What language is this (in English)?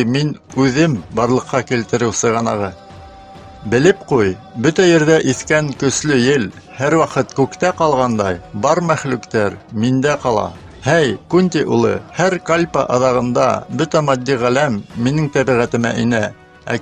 Bashkir